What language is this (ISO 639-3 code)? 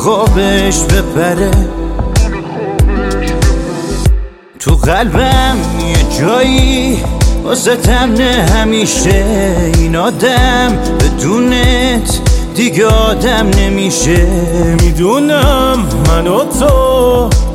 fas